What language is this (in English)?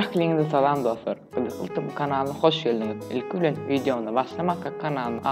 Turkmen